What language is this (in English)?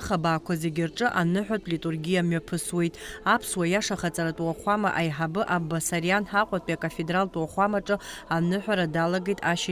Abkhazian